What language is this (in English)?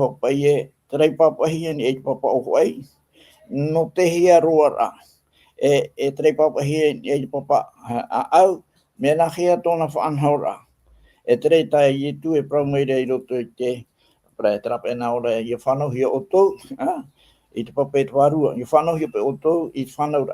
Tahitian